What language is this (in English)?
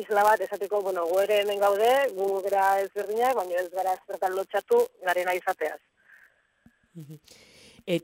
Basque